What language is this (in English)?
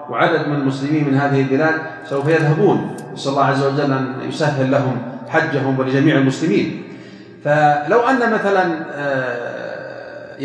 Arabic